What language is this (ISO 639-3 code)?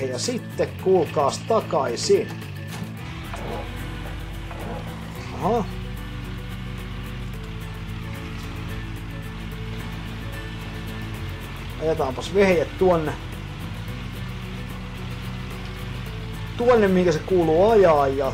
fin